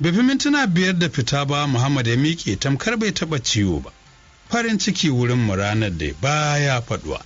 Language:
Hausa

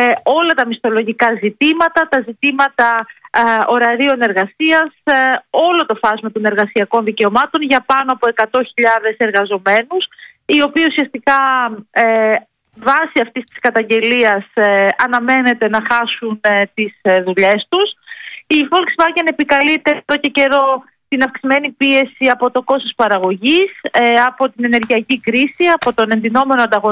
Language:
Greek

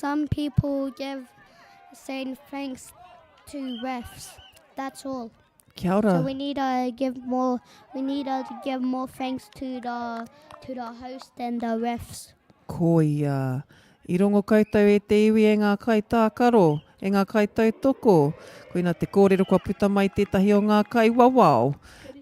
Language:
Māori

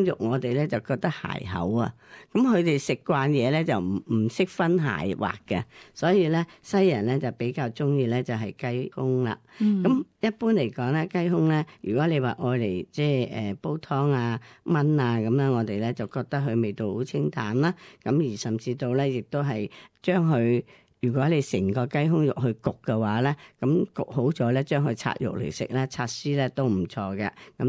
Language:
Cantonese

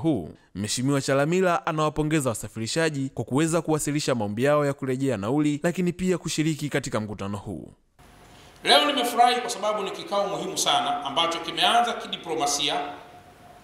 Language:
Swahili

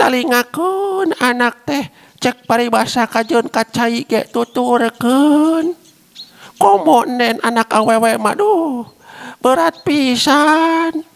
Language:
Sundanese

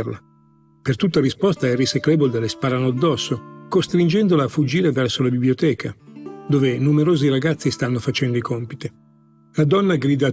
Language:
Italian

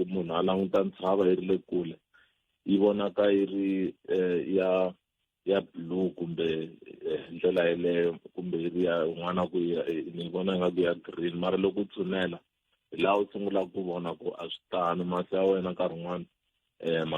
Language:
Tsonga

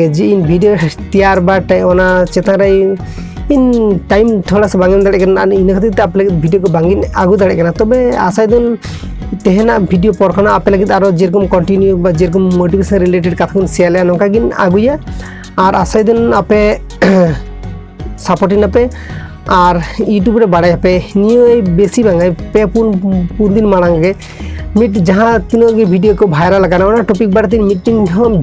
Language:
Santali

